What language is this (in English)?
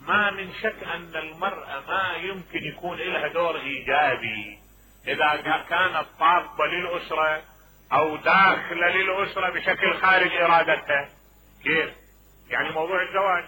Mesopotamian Arabic